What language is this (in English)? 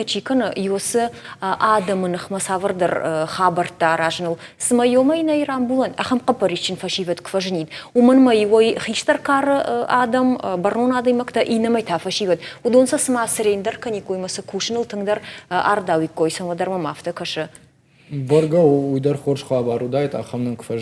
Ossetic